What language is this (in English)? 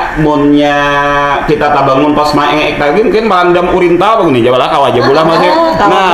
Banjar